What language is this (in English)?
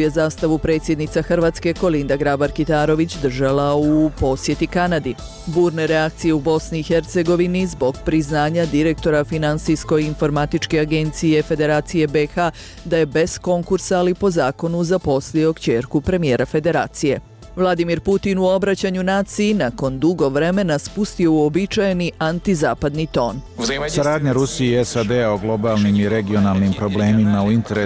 Bosnian